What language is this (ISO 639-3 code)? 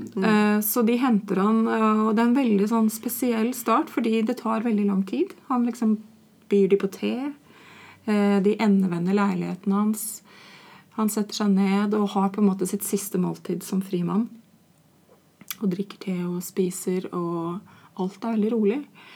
nor